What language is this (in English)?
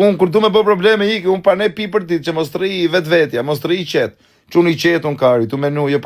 Albanian